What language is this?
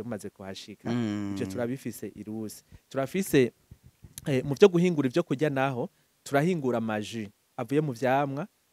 Rundi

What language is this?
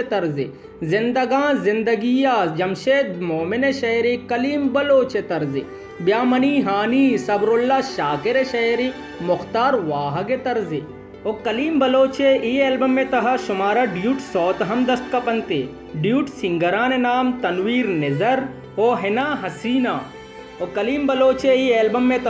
Baluchi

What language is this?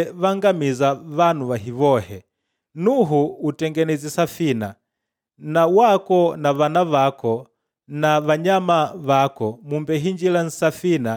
Makonde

